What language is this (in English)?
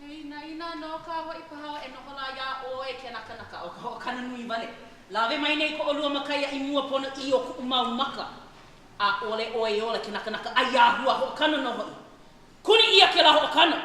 Hawaiian